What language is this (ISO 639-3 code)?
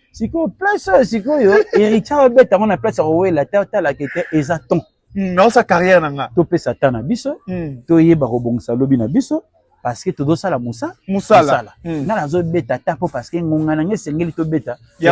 lin